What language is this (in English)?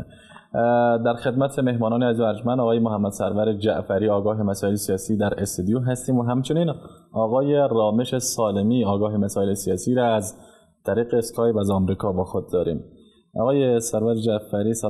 Persian